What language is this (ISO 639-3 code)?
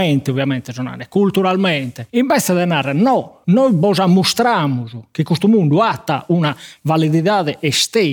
srd